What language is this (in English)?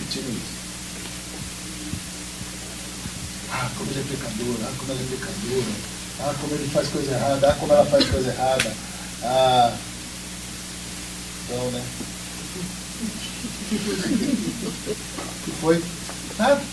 Portuguese